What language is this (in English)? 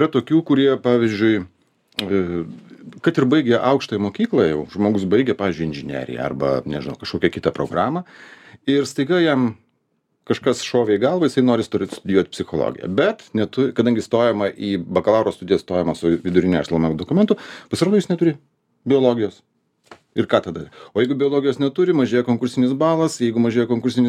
Lithuanian